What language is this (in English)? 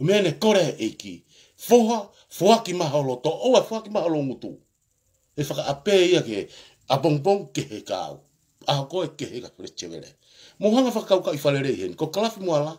Tongan